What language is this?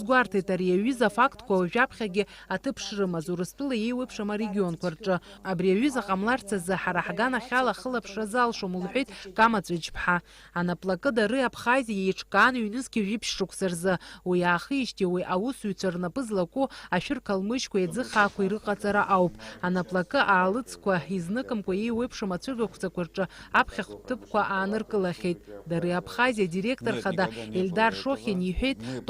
Abkhazian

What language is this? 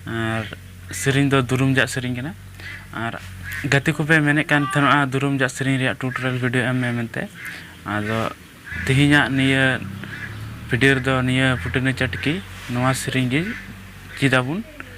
Santali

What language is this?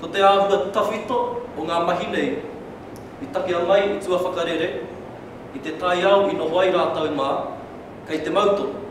Māori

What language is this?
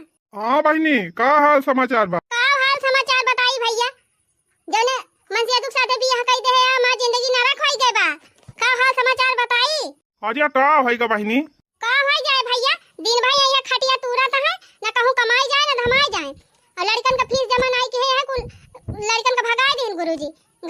Awadhi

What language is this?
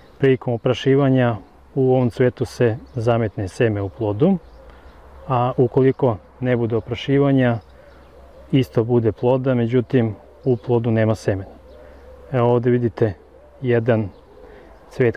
Serbian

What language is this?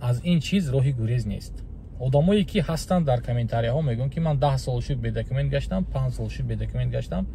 Tajik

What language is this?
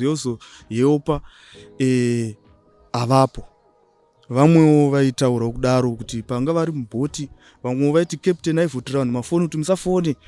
Shona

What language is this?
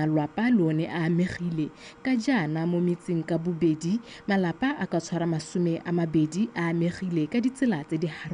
Tswana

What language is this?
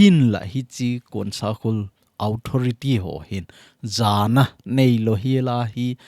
Thado Chin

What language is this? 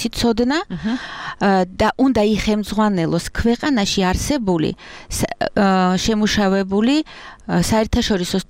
Georgian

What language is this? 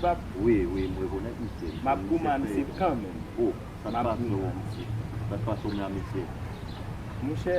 Haitian Creole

